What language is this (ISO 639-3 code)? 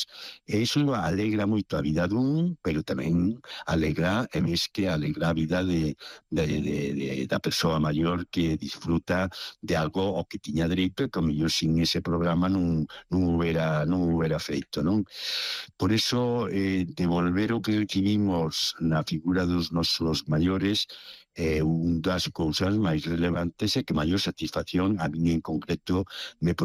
glg